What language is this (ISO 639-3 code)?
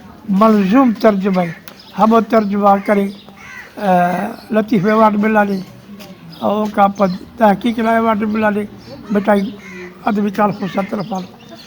brh